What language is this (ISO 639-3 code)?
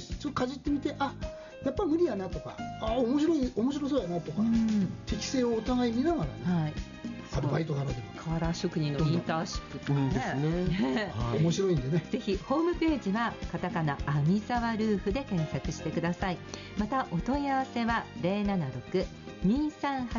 jpn